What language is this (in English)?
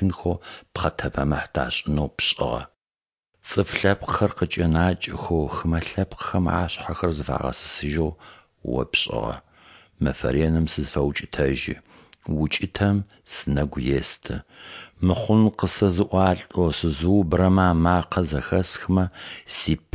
Adyghe